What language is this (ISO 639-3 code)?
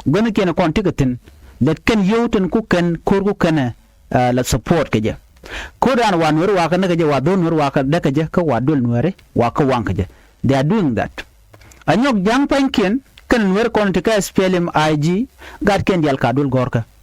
nus